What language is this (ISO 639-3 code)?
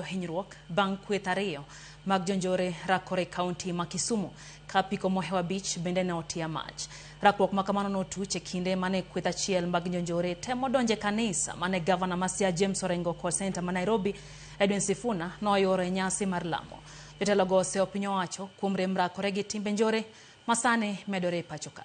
luo